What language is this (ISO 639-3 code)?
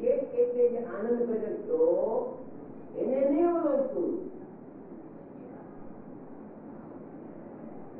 guj